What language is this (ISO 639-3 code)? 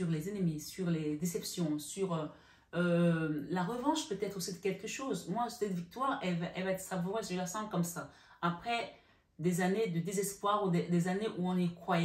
fra